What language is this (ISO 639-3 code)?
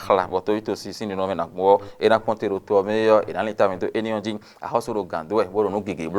fon